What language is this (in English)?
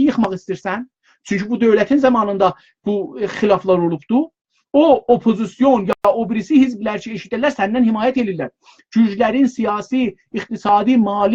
South Azerbaijani